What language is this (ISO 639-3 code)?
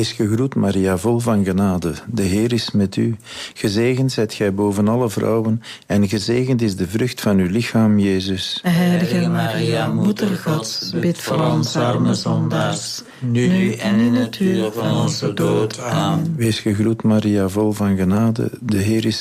nld